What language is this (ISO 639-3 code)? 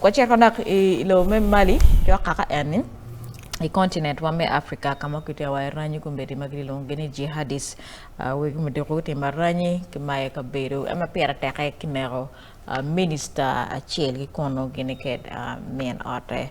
ach